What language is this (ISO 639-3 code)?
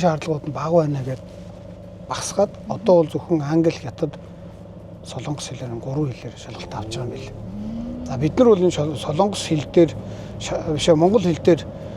mon